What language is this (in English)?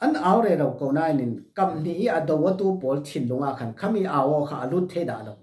Falam Chin